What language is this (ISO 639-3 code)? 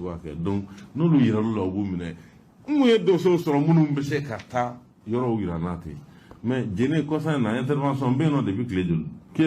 bam